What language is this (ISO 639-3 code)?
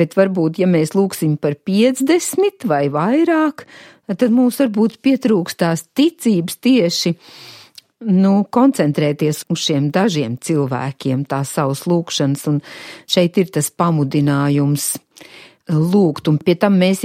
lav